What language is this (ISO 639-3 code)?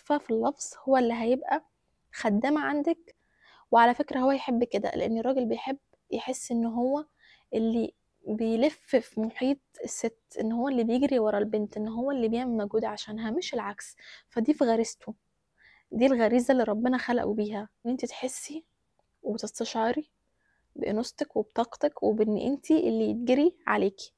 arz